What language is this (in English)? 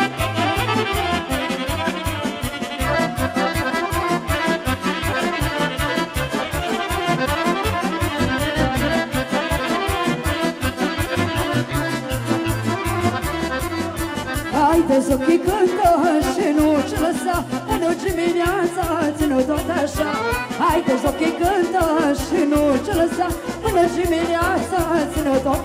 Romanian